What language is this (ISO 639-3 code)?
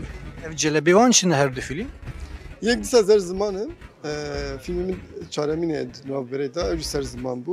kur